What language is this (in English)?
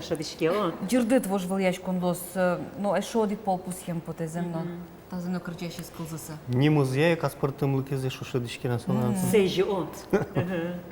Udmurt